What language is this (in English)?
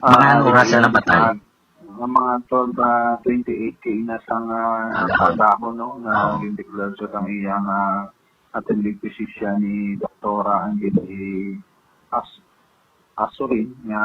Hiligaynon